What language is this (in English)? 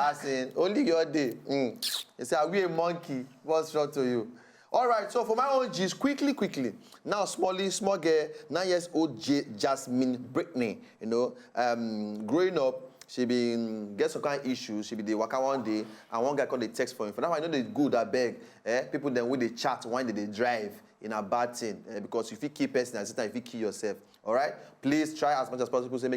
Nigerian Pidgin